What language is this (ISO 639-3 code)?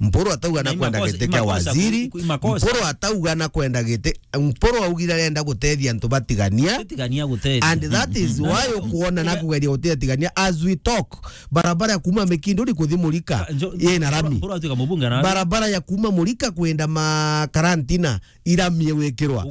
mer